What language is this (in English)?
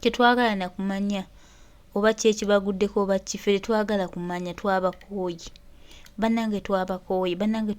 Ganda